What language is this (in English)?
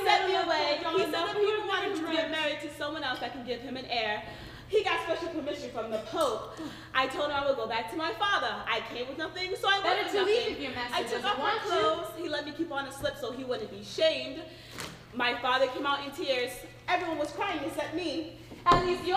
English